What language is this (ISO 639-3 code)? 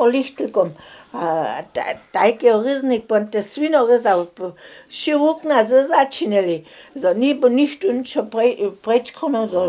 hsb